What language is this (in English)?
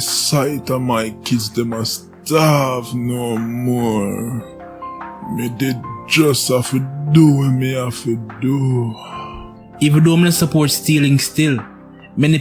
Jamaican Creole English